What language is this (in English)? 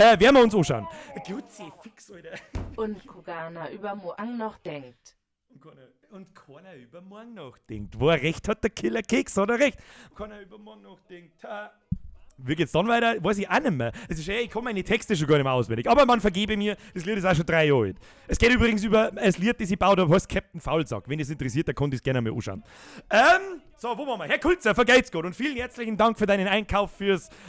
Bavarian